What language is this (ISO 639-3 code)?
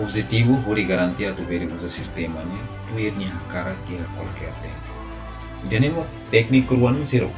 tet